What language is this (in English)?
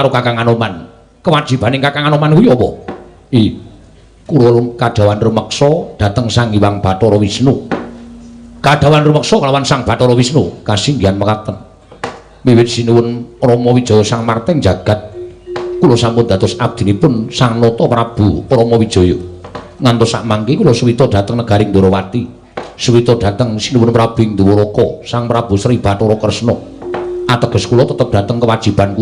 Javanese